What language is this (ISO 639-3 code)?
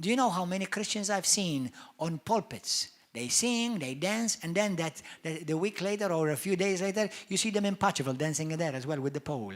eng